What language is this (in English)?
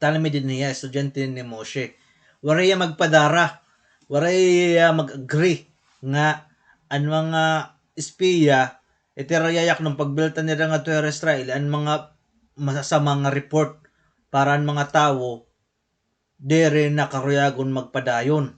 Waray